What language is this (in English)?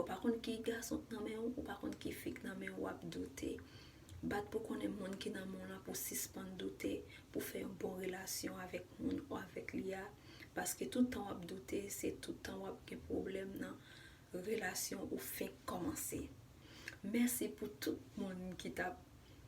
Haitian Creole